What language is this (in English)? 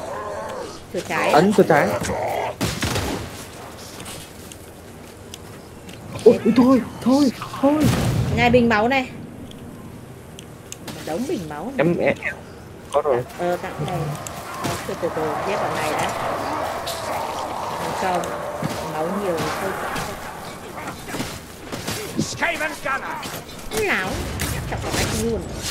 Vietnamese